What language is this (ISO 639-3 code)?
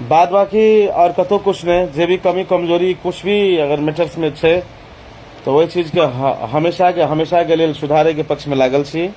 mai